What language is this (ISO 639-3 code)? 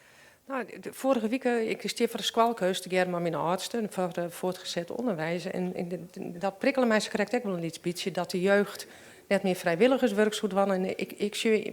fry